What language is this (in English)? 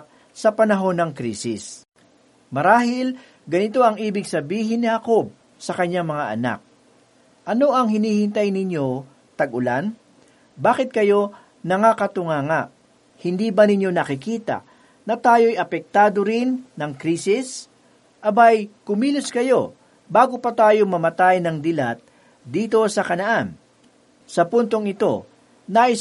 Filipino